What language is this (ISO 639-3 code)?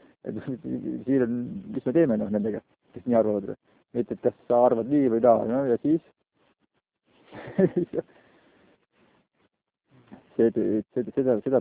est